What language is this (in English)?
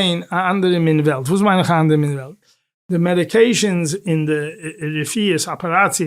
Yiddish